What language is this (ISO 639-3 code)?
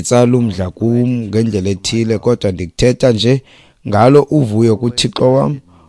xho